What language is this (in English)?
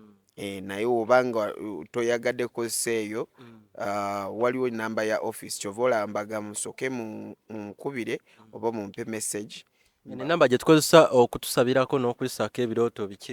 Ganda